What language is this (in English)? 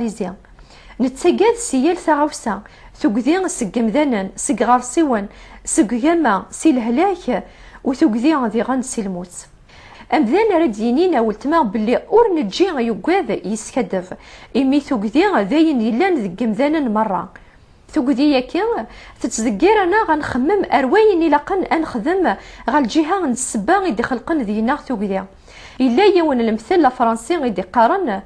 Kabyle